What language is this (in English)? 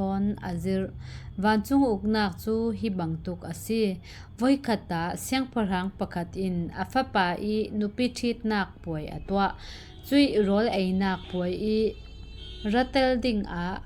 Falam Chin